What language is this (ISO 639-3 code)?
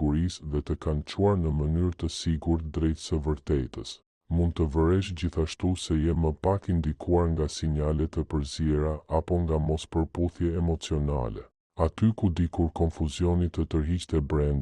sqi